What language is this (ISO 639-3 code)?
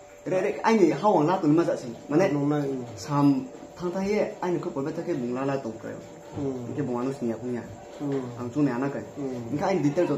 ria